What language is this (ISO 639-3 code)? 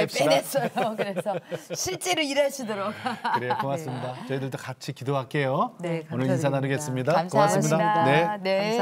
kor